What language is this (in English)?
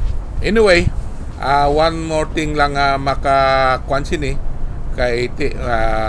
Hiligaynon